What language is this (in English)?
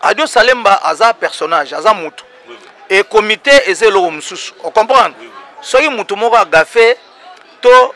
Lingala